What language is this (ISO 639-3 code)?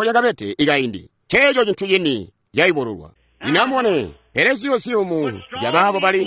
toi